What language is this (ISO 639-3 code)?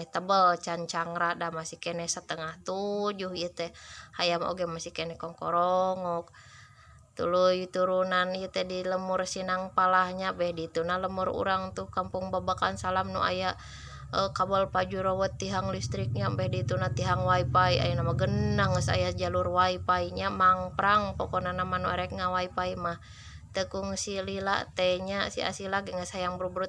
sun